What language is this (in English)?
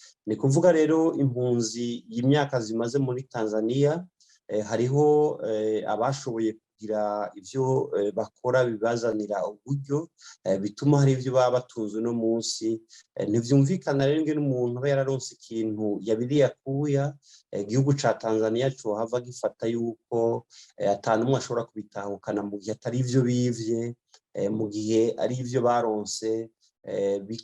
Rundi